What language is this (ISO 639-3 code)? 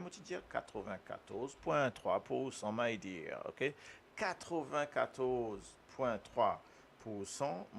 mfe